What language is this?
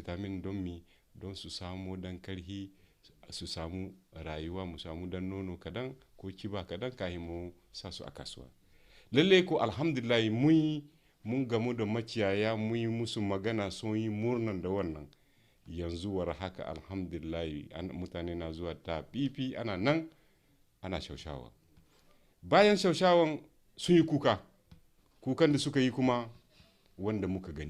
Hausa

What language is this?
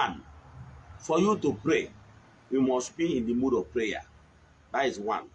Igbo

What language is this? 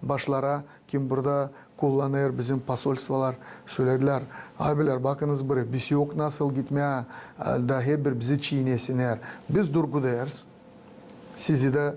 Gagauz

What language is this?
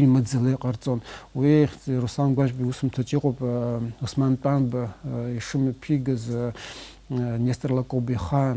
Abkhazian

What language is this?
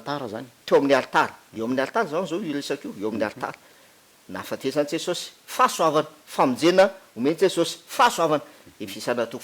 Malagasy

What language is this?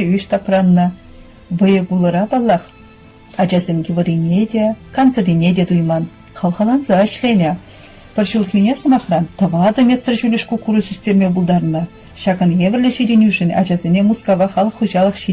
Chuvash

